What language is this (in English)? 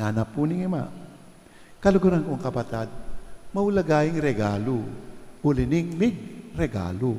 Pampanga